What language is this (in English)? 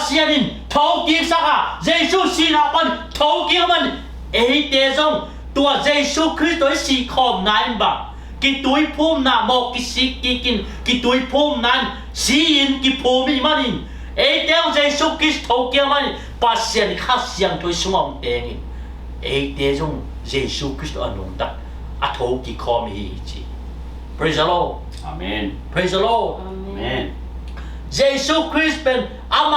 Tedim Chin